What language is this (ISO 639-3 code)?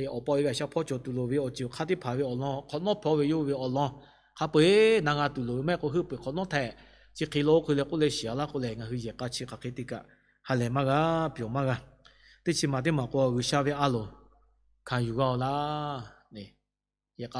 lhu